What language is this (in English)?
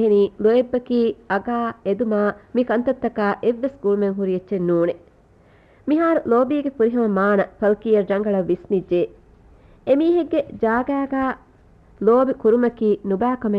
Divehi